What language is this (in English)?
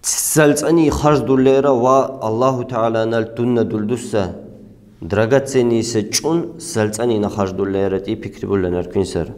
Lak